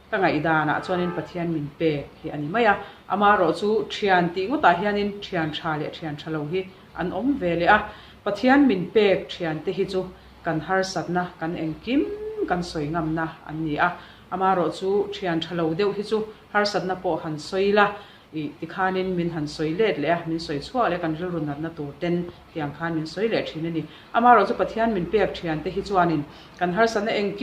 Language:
Mizo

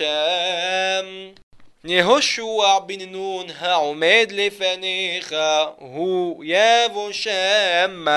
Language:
Hebrew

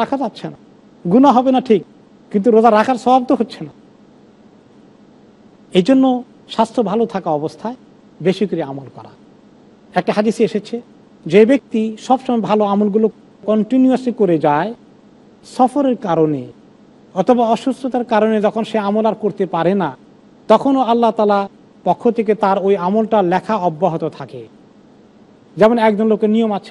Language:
Bangla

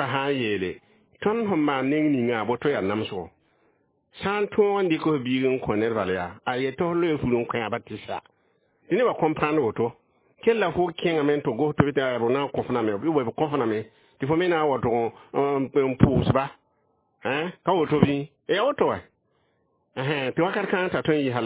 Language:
Mossi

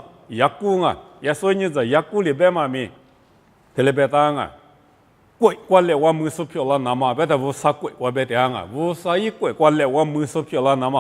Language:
Lisu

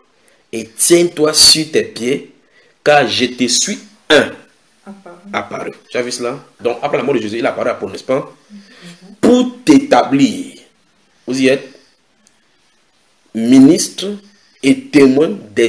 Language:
French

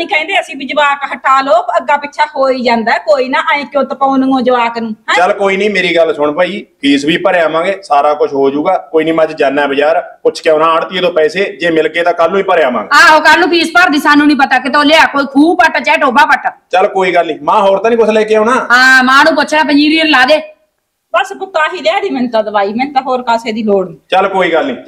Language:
Punjabi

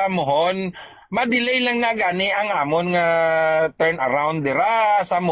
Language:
Hiligaynon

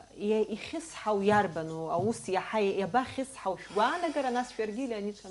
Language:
Abkhazian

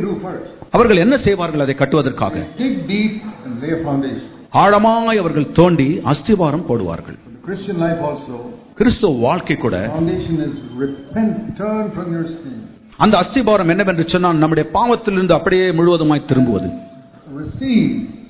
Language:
Tamil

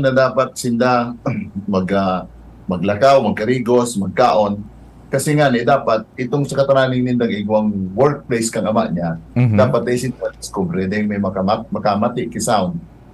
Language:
Bikol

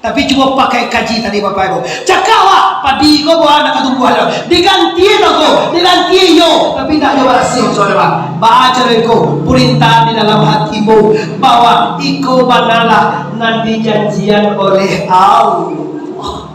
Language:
Minangkabau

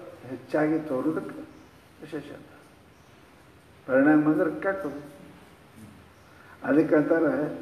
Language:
Kannada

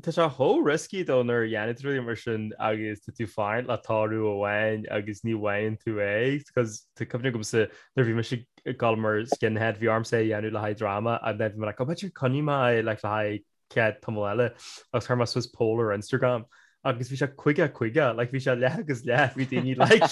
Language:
Irish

